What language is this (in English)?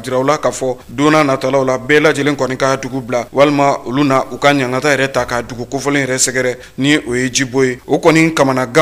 Bambara